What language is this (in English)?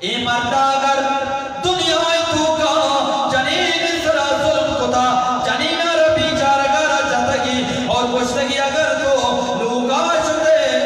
Eastern Balochi